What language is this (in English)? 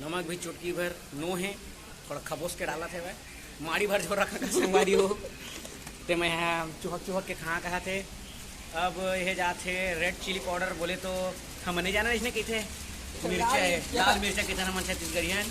Chhattisgarhi